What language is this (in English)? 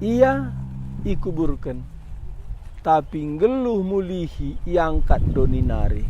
Batak Karo